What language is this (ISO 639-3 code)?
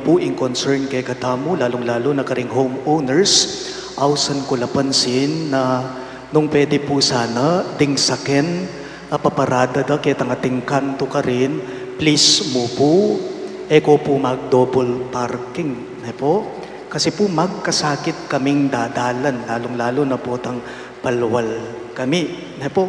pam